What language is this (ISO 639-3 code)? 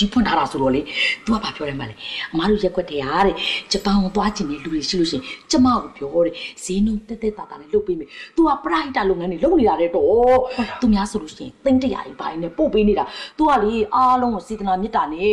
mya